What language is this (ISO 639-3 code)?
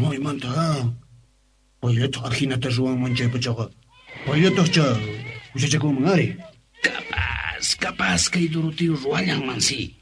quh